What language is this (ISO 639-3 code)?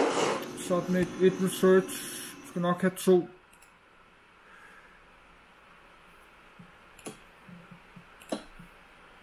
dan